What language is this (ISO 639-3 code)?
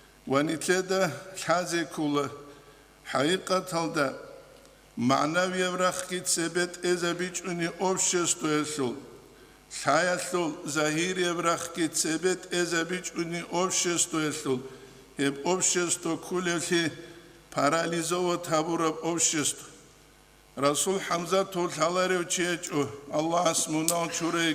ava